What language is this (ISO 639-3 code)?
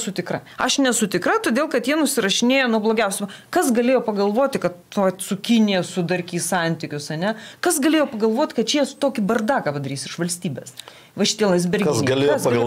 lit